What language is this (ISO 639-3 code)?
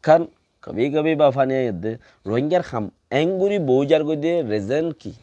rhg